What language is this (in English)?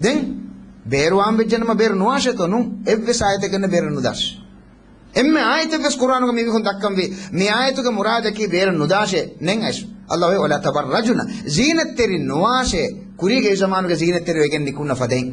Divehi